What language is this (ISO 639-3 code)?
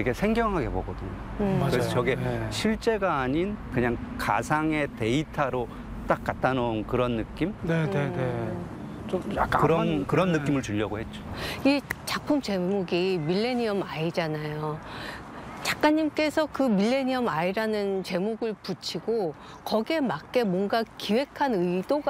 kor